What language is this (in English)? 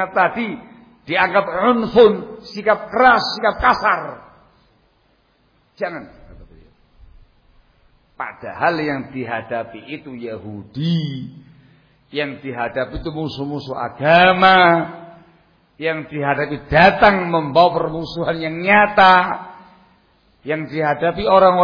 Indonesian